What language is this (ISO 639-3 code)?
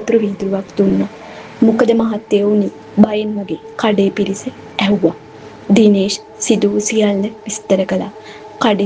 sin